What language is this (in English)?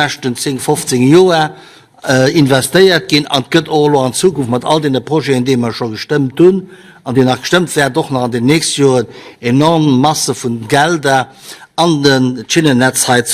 Luxembourgish